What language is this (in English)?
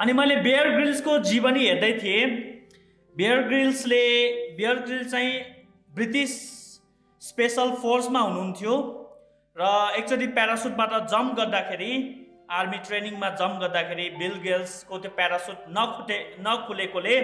Nepali